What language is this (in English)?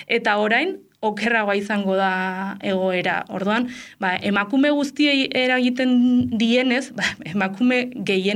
Basque